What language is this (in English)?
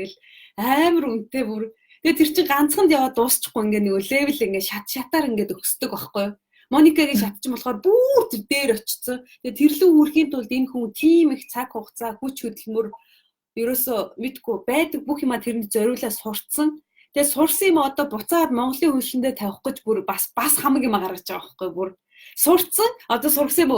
Mongolian